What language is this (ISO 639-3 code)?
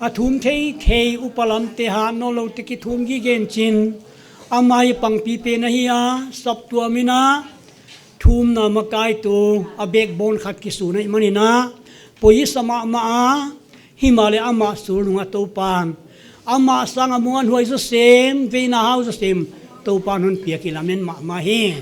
pck